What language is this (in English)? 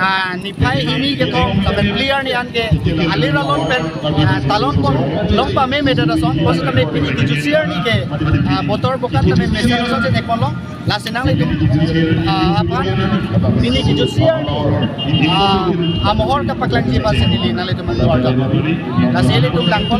Karbi